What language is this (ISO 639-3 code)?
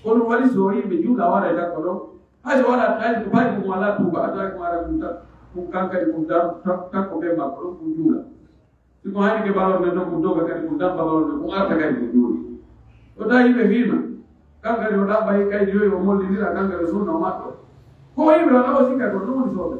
fuf